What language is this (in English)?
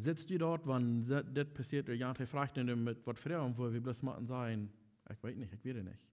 Plautdietsch